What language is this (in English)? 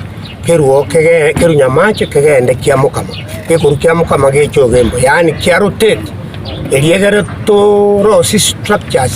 Gusii